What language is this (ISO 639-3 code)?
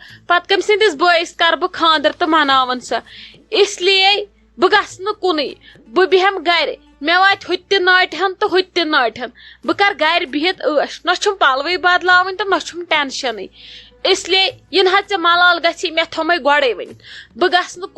kas